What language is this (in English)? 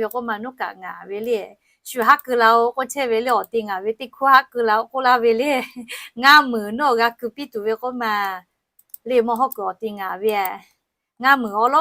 Lahu